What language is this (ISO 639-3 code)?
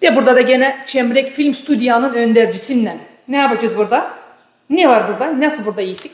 gag